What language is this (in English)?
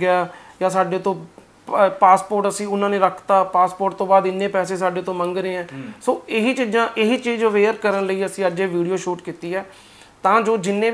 Punjabi